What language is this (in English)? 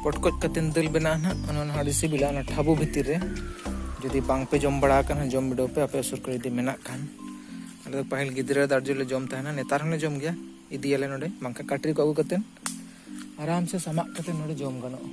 Santali